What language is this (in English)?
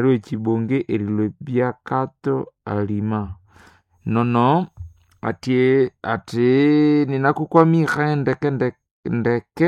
Nande